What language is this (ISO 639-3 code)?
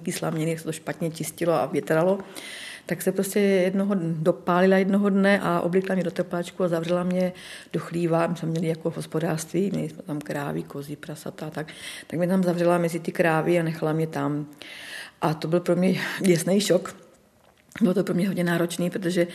ces